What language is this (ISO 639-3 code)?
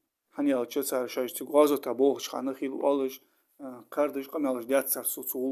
inh